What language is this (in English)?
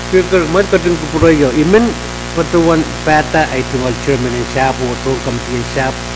Pohnpeian